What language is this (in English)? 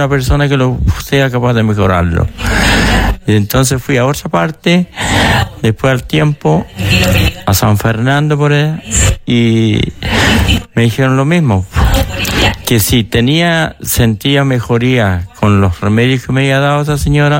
Spanish